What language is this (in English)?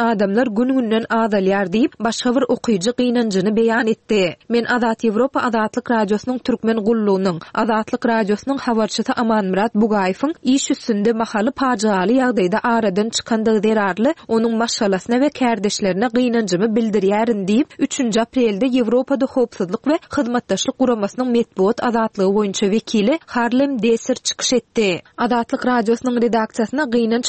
Turkmen